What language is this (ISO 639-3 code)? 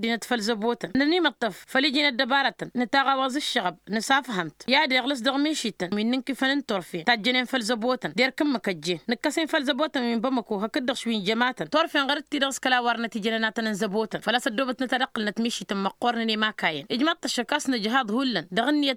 taq